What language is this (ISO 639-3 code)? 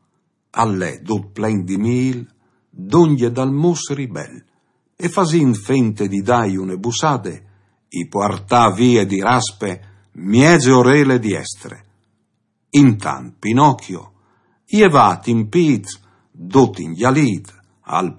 fur